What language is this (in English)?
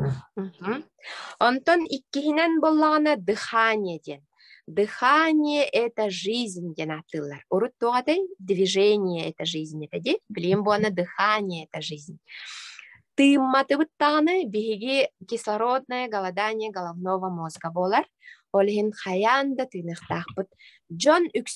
Yakut